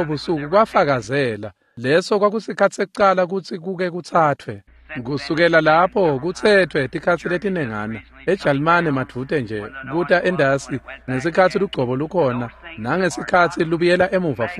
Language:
Swati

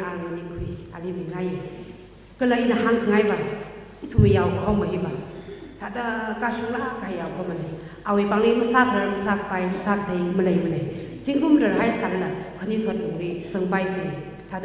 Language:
Tangkhul Naga (India)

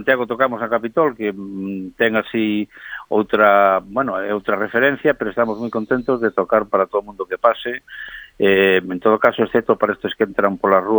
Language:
Galician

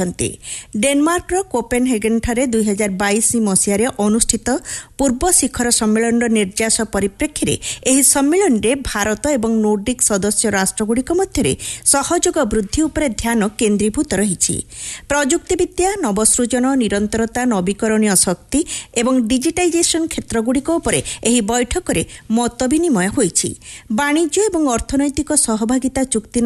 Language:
Odia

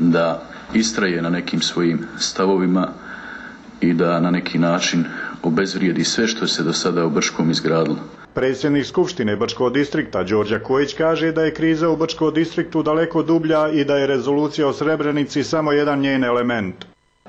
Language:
Bosnian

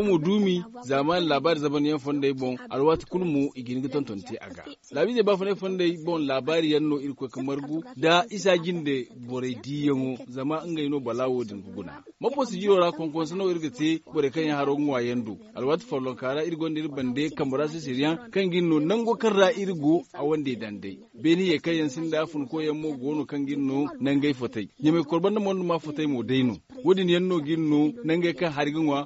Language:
Zarma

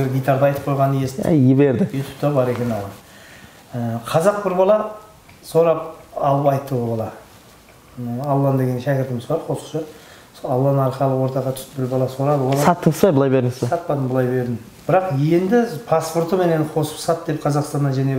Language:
Kara-Kalpak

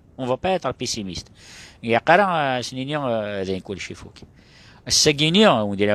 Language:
Kabyle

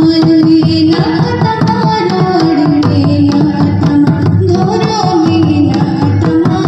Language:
Santali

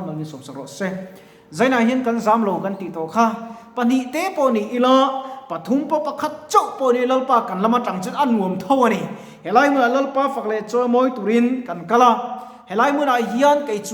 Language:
Mizo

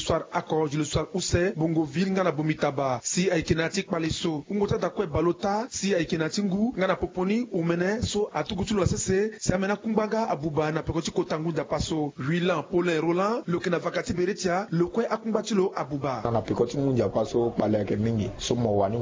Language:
Sango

